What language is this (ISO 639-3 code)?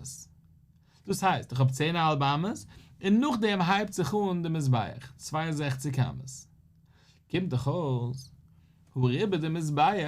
yid